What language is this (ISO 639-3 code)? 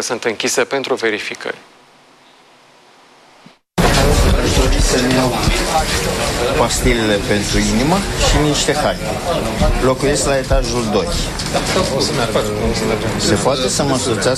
ron